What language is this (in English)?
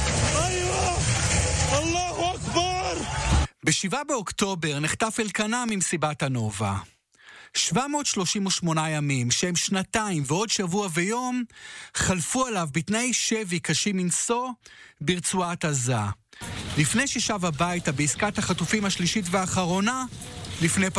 Hebrew